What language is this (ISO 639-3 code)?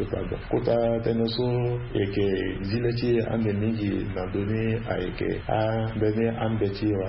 sag